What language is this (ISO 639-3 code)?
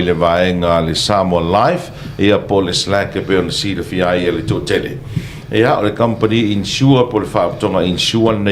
smo